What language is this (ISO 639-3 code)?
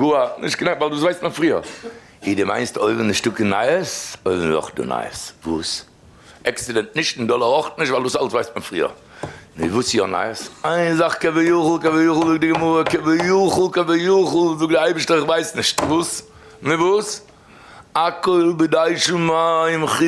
yid